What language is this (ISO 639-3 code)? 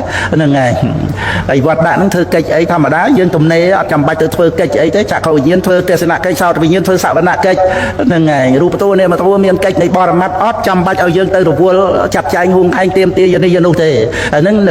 khm